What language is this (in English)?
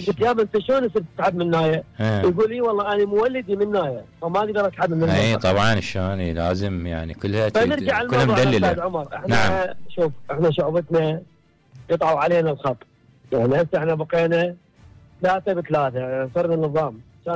Mesopotamian Arabic